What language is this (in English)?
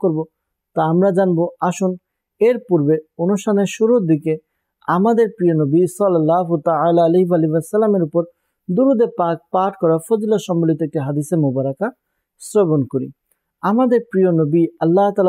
Bangla